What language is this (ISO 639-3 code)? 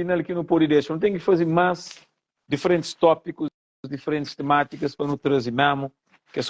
kea